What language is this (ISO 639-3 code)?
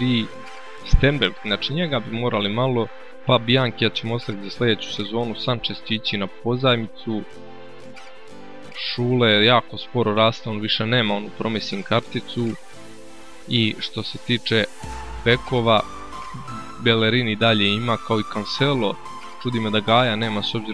hrv